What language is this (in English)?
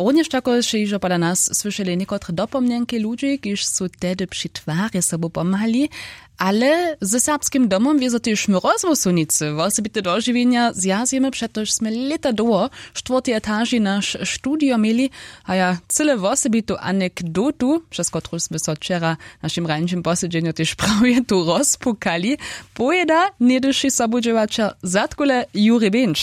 Upper Sorbian